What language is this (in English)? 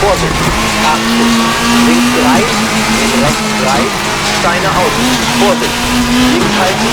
Bavarian